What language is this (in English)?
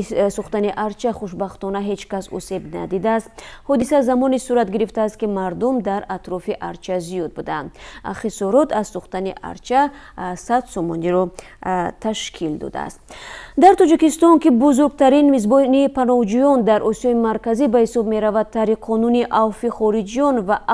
Tajik